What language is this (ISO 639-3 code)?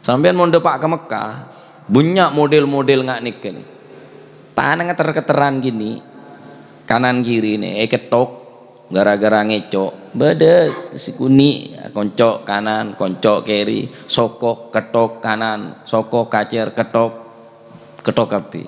mad